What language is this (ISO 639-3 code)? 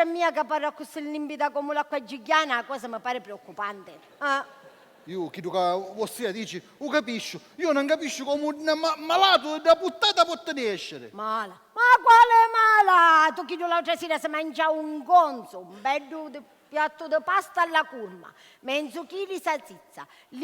scn